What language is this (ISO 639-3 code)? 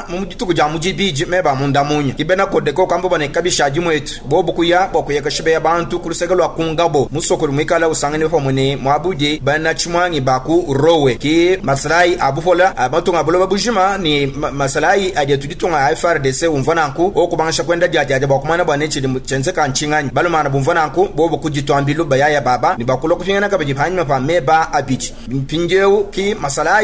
lua